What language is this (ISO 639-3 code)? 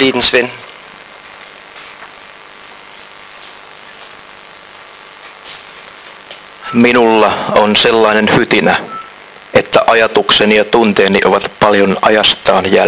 fin